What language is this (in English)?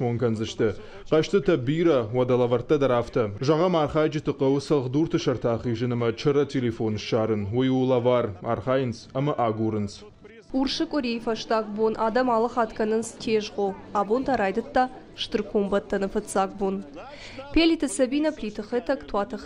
Ossetic